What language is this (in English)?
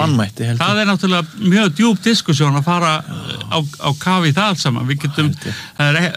Icelandic